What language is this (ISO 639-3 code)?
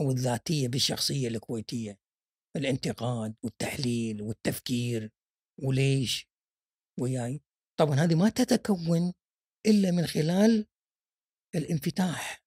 afb